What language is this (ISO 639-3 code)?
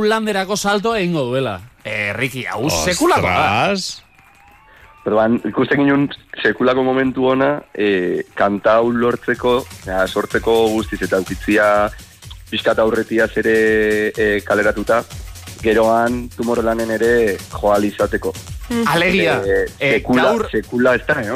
eus